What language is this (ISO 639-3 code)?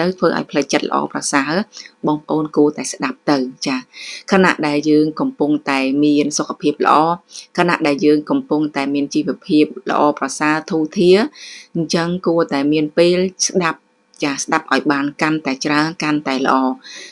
khm